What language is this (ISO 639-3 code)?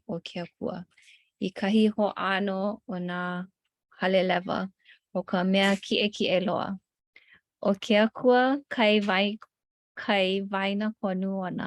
haw